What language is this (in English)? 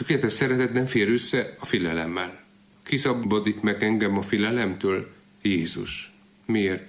Hungarian